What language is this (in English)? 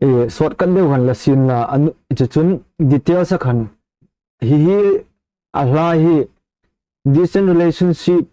Hmar